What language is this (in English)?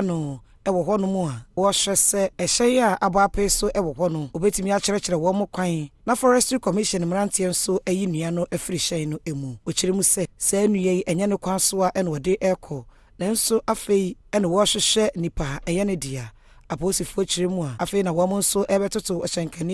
Akan